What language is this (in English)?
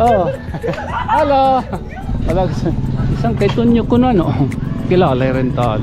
Waray